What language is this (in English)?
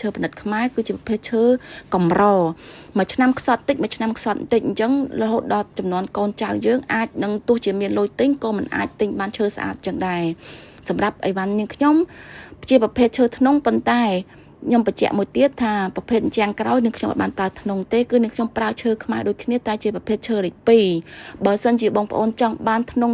Khmer